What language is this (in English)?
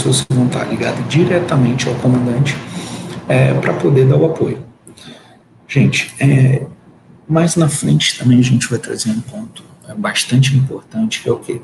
Portuguese